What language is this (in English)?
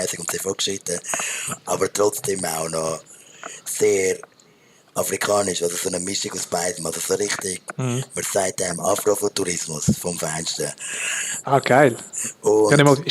Swiss German